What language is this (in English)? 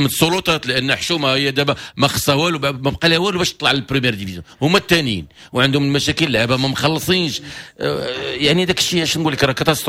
Moroccan Arabic